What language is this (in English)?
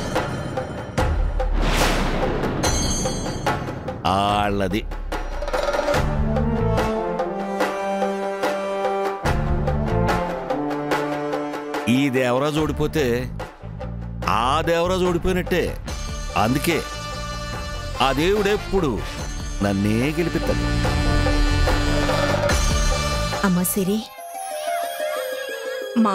Telugu